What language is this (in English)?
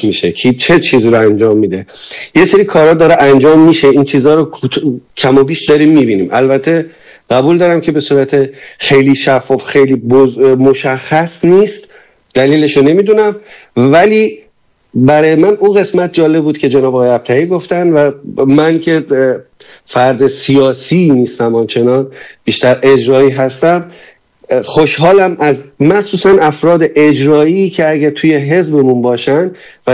Persian